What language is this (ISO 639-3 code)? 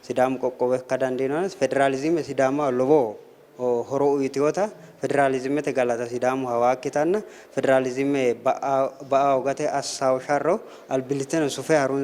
sid